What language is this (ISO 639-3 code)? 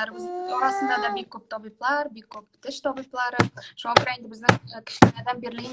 tat